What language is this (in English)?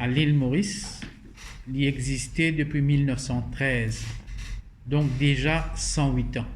Morisyen